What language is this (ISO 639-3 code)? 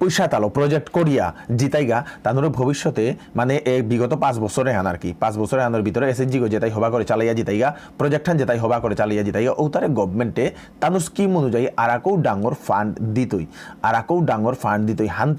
bpy